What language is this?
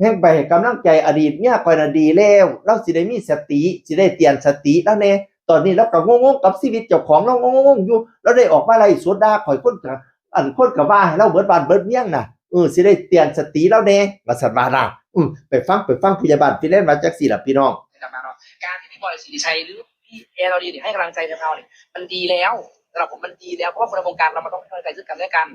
Northeastern Thai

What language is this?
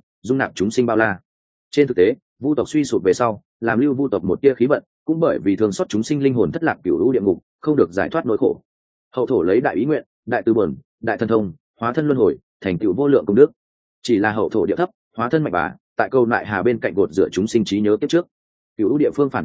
Vietnamese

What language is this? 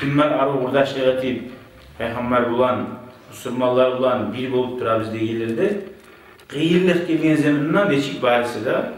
Kumyk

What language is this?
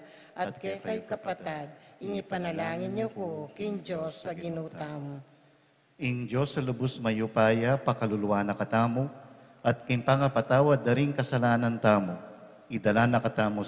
Pampanga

